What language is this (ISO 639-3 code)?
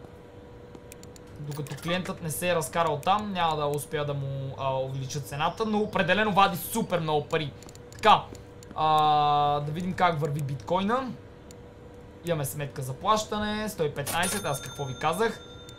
bul